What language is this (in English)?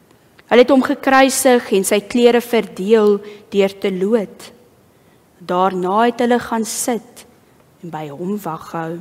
Afrikaans